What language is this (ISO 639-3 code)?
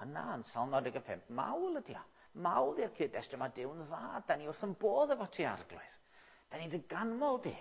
cym